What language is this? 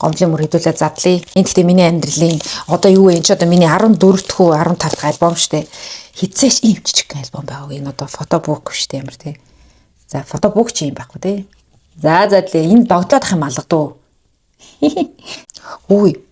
Mongolian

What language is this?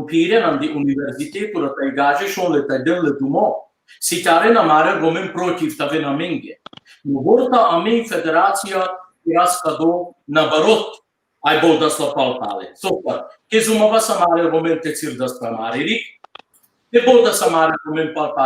Balkan Romani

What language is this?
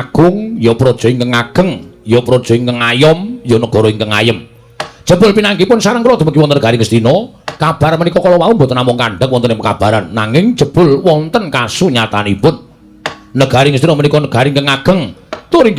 Javanese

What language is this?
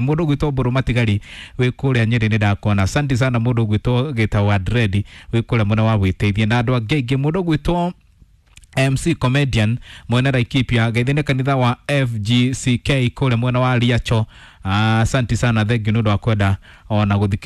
Kikuyu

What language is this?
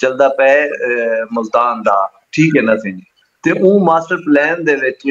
Saraiki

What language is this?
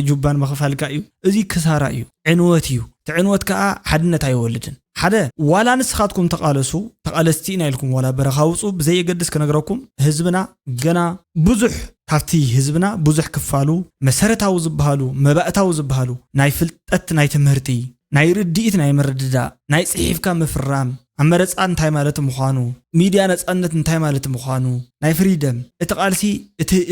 Tigrinya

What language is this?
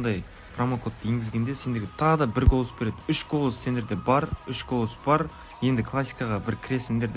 Kara-Kalpak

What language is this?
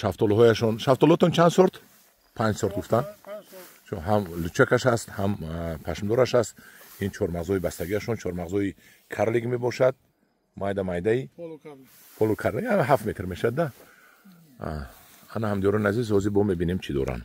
Tajik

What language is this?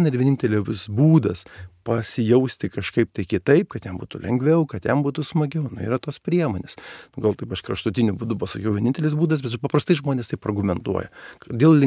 Lithuanian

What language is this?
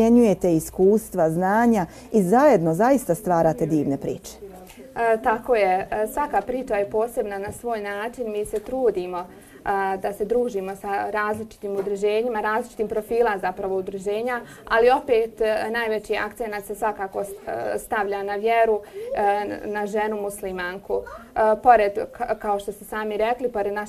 Bosnian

